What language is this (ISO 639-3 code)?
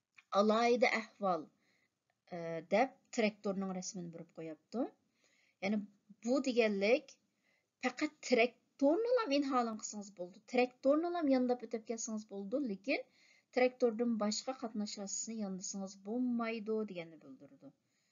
uig